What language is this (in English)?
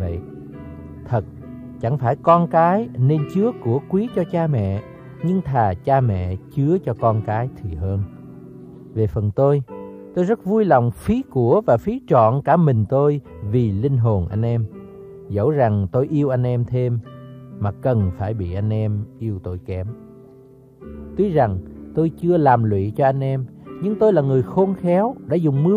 Vietnamese